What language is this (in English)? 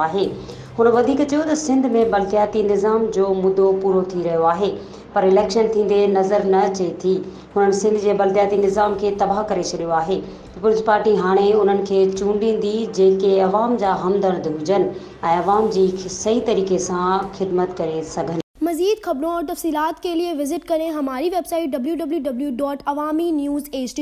Sindhi